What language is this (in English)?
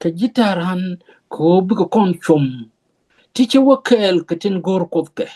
Nuer